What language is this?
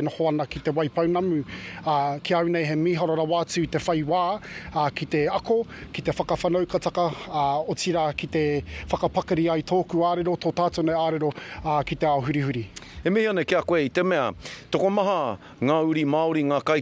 Māori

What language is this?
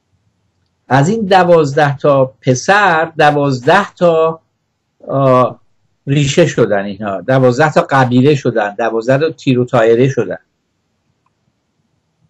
Persian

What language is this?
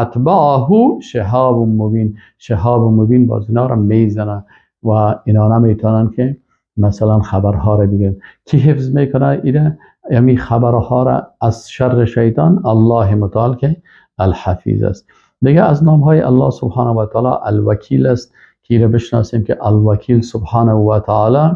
Persian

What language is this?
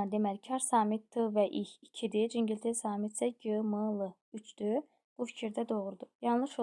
Azerbaijani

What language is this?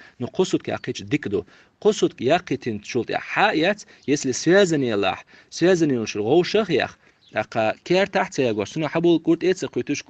Chechen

